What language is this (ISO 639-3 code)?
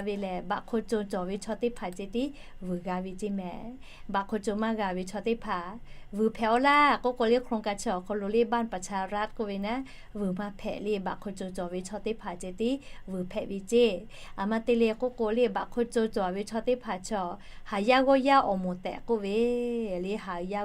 lhu